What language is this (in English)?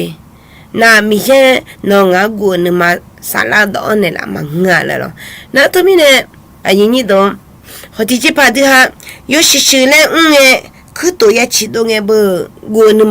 Akha